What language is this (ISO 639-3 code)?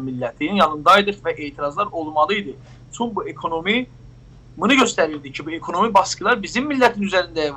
azb